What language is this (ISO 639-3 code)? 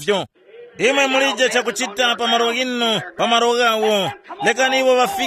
tum